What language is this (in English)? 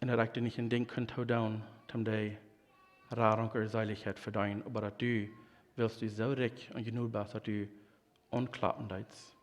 Plautdietsch